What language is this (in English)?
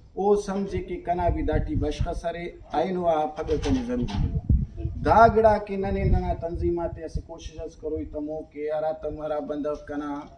Brahui